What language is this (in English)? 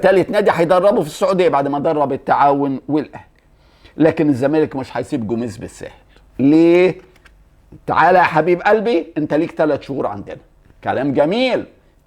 Egyptian Arabic